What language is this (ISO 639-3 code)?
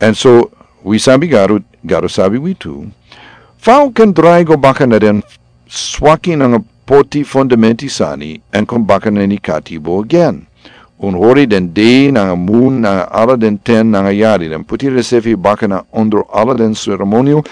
srn